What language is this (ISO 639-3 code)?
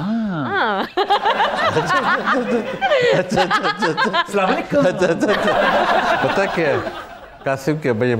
hin